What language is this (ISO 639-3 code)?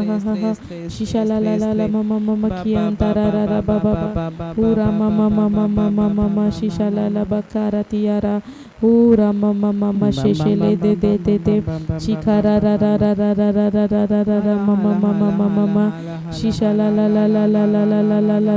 kdh